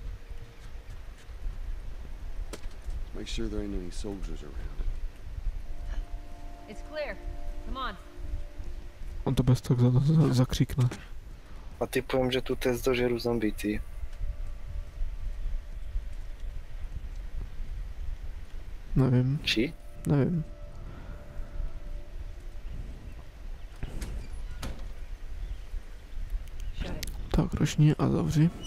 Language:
Czech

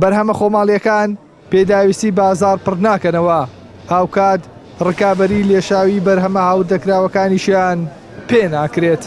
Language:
Central Kurdish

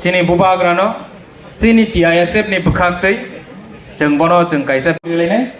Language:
Kok Borok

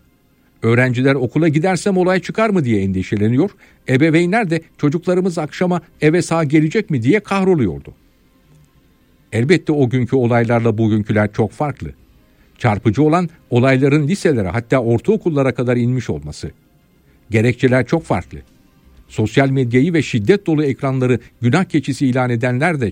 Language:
Turkish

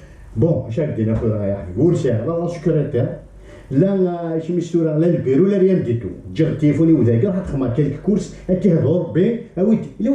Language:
Kabyle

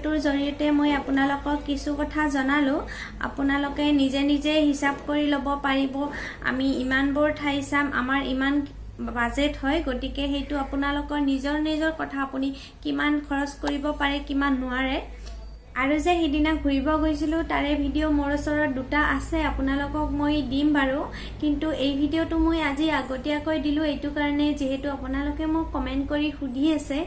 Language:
Assamese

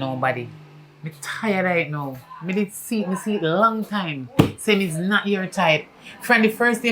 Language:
Jamaican Creole English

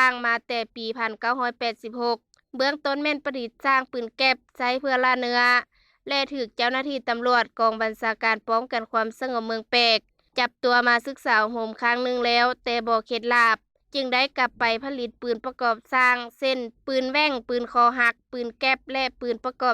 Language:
Lao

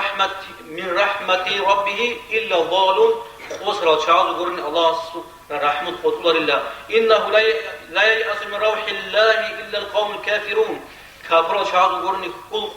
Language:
Avaric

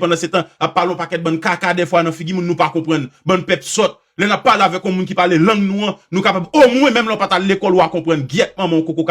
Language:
Haitian Creole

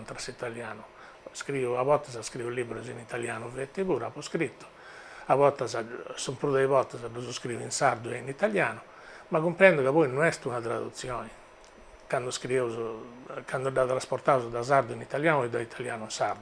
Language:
Sardinian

